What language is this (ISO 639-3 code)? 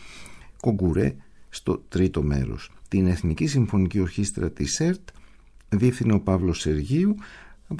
ell